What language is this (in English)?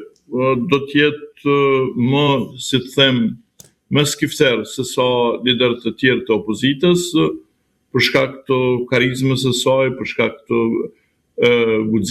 Albanian